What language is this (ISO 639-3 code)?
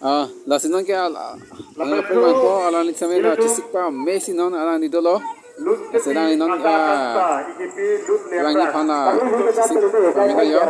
mjw